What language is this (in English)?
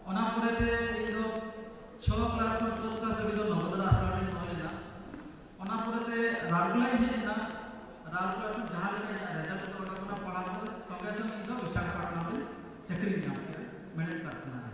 Santali